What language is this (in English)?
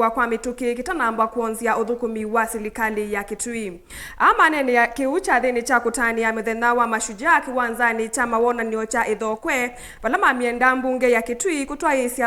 Kamba